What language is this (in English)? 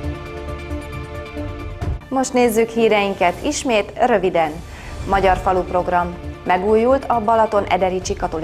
Hungarian